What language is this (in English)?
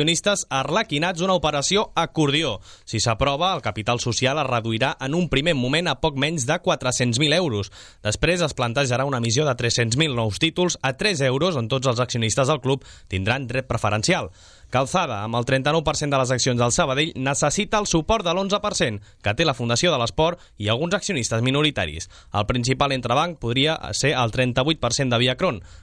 Catalan